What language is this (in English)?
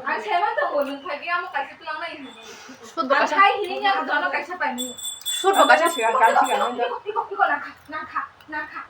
Kok Borok